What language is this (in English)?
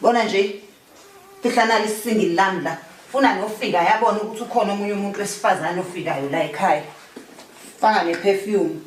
Zulu